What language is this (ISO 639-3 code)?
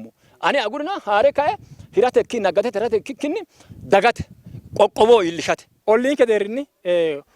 sid